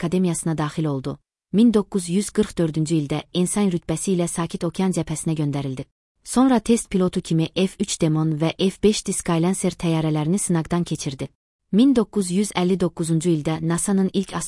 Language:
Azerbaijani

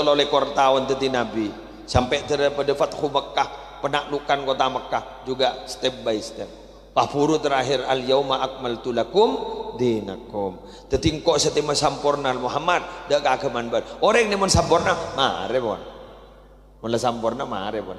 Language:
Madurese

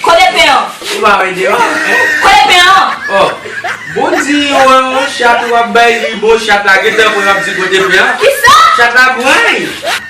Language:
Haitian Creole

